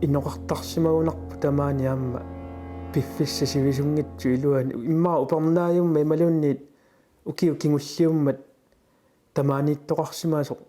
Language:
Kalaallisut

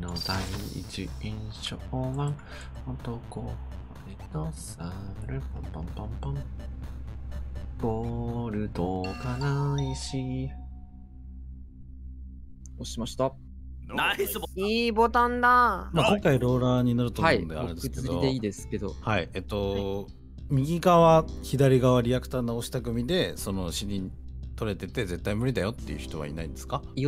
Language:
Japanese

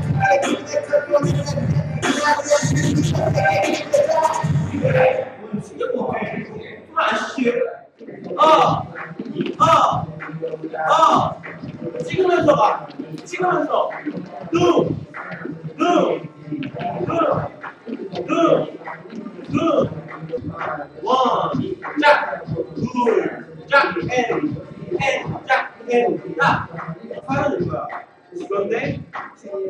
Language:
Korean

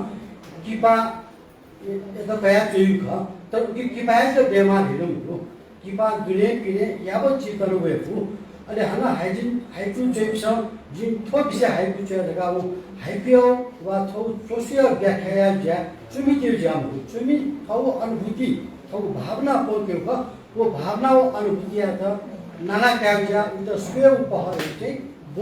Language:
Newari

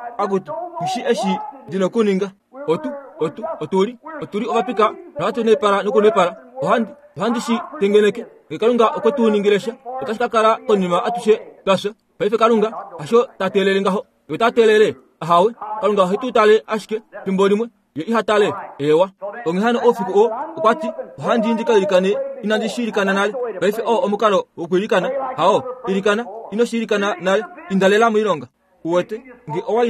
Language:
Kuanyama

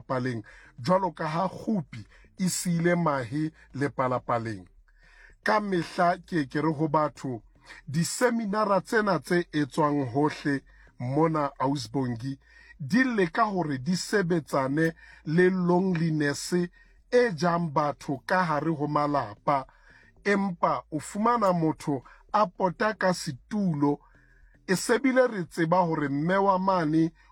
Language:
Southern Sotho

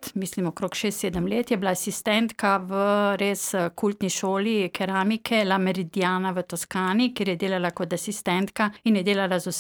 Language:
Slovenian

